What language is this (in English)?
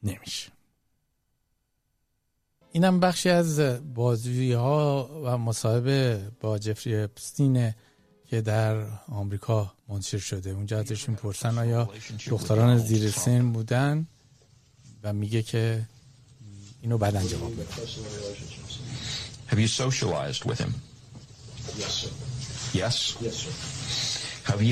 Persian